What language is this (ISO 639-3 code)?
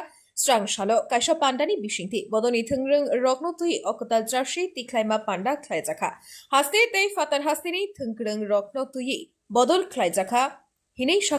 trp